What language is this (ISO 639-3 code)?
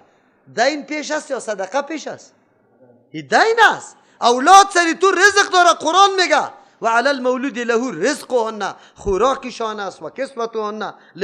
fas